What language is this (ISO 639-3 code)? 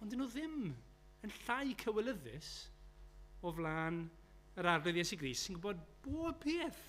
cym